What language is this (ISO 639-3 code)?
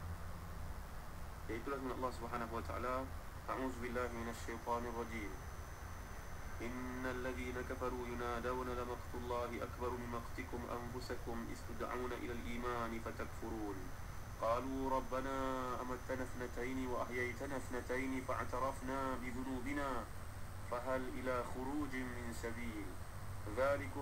msa